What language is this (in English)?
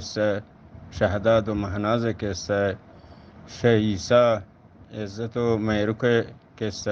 Eastern Balochi